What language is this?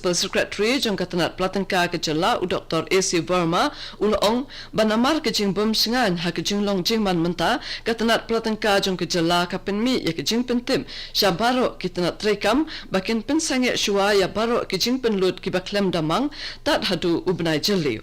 Khasi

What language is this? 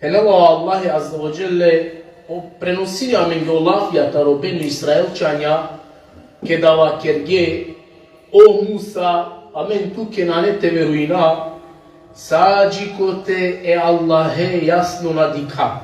Balkan Romani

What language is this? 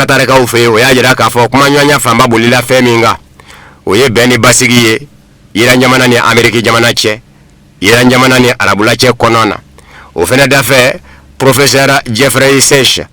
Bambara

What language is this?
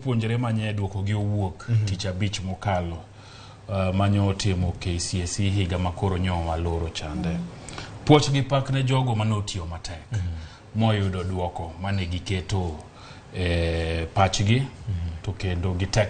Luo (Kenya and Tanzania)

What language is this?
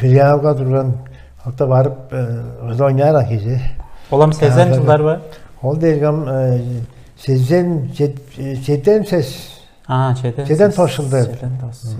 Tuvinian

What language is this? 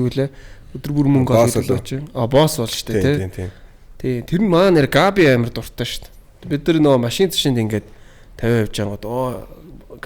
Mongolian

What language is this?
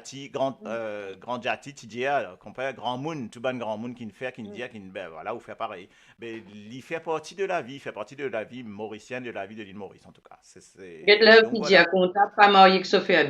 Morisyen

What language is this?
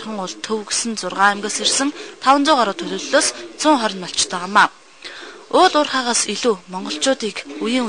Mongolian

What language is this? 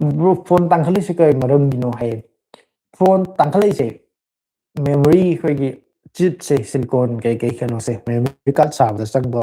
Manipuri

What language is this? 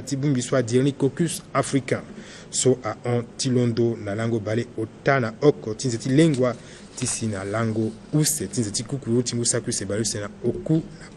Sango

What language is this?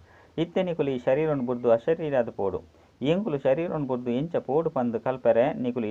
Tulu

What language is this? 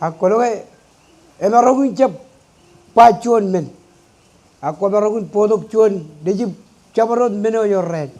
Marshallese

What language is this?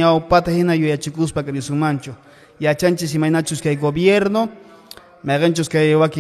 Quechua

